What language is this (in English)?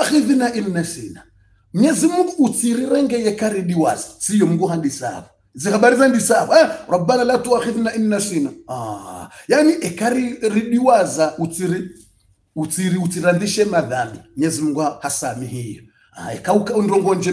Swahili